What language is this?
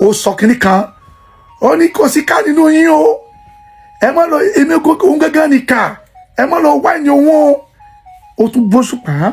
Yoruba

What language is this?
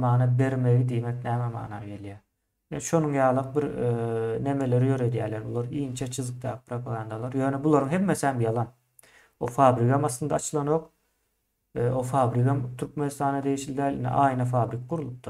Turkmen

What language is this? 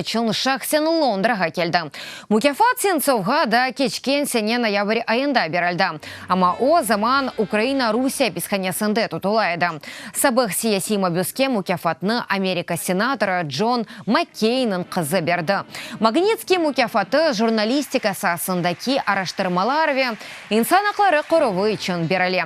Crimean Tatar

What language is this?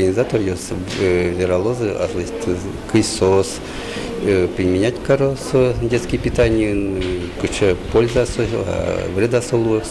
Udmurt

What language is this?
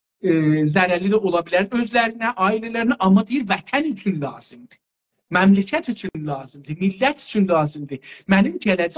South Azerbaijani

